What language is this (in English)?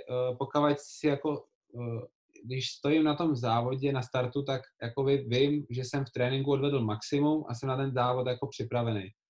Czech